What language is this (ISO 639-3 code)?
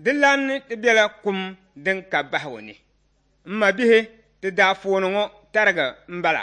dag